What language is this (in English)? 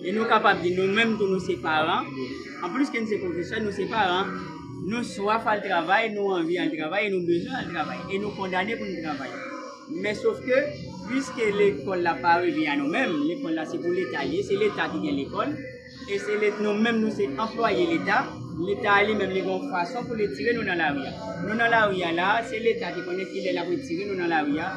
Haitian Creole